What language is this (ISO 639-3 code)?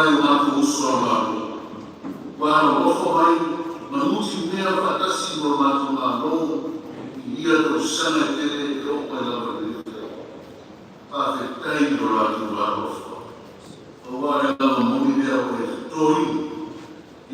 smo